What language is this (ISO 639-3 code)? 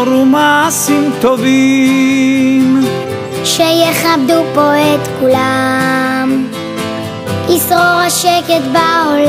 heb